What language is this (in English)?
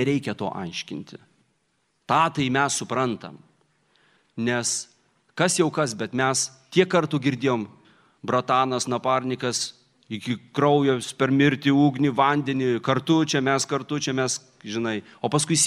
Lithuanian